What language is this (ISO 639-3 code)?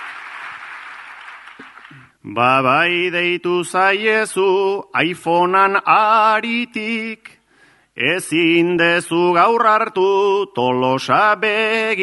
eus